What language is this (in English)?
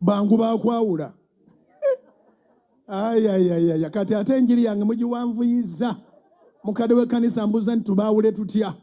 Ganda